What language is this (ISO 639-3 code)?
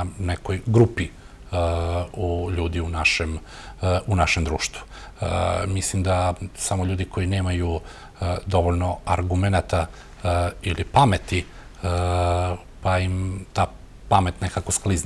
srp